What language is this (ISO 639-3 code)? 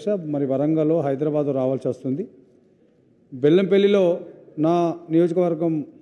tel